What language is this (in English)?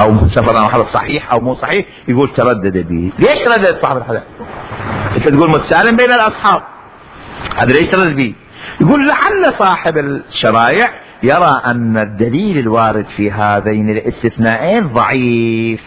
Mesopotamian Arabic